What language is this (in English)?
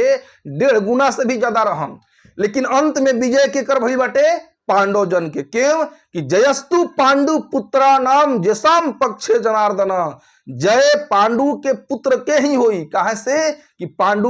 Bhojpuri